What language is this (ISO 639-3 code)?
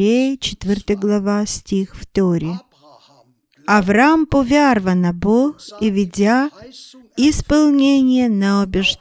bul